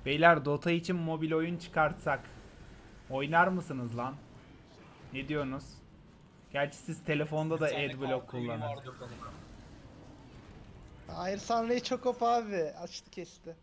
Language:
Turkish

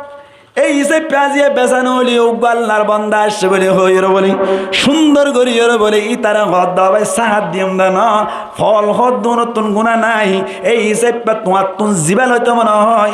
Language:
Rohingya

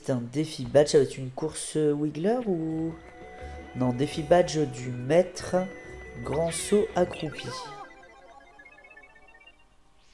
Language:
French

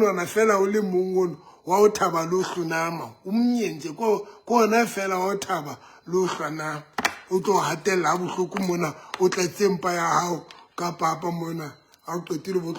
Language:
Southern Sotho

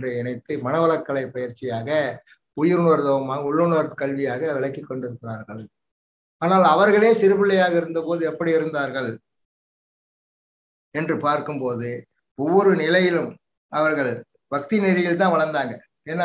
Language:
Tamil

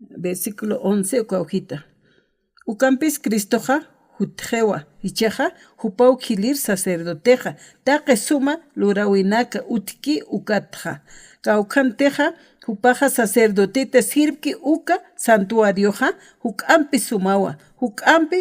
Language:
Aymara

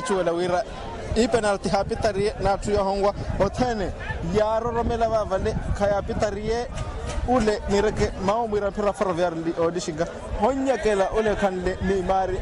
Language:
Makhuwa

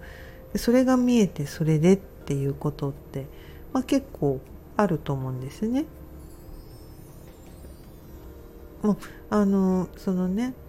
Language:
Japanese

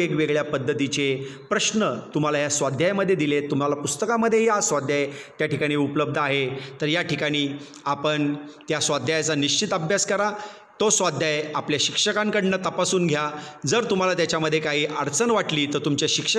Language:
Marathi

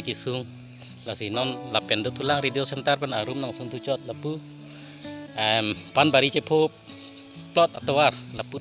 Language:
Karbi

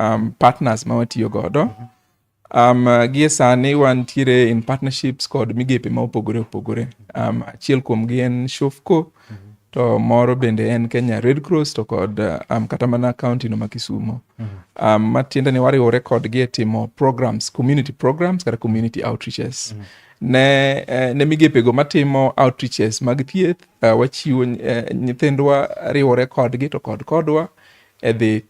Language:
Luo (Kenya and Tanzania)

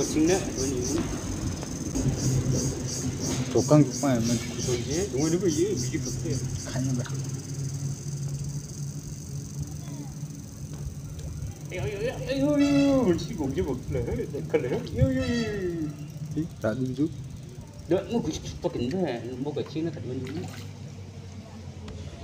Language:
Malay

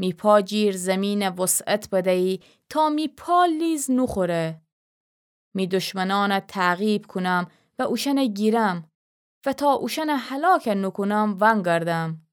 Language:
Gilaki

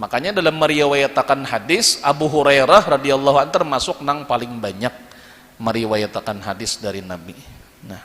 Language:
Banjar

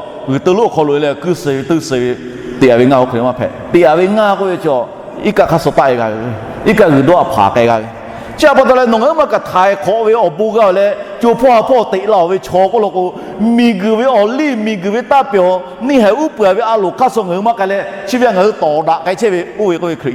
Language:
Lahu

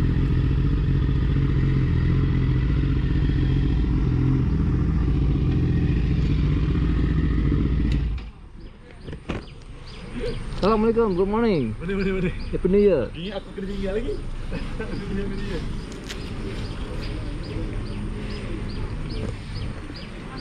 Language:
Malay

